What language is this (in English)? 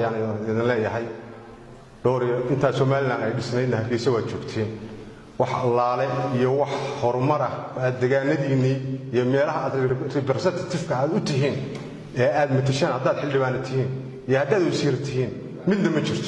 Somali